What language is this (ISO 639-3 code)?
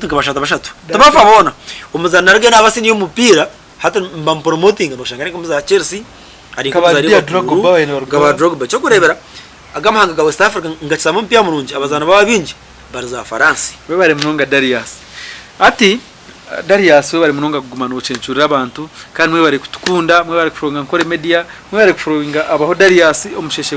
nyn